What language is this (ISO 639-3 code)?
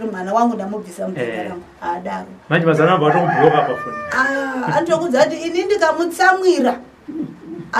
sna